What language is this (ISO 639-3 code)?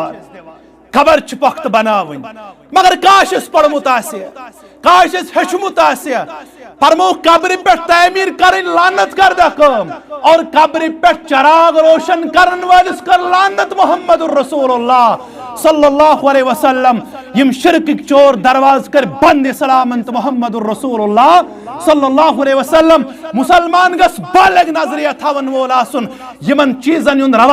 kas